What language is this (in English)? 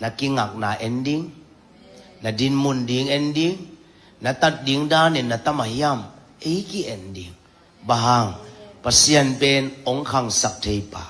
Tedim Chin